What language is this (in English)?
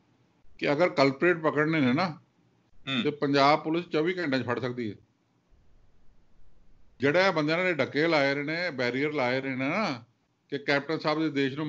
Punjabi